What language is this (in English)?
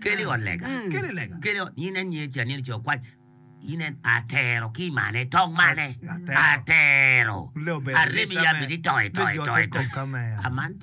Acoli